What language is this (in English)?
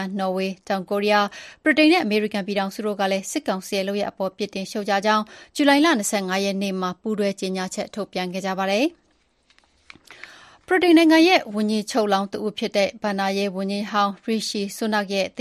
Burmese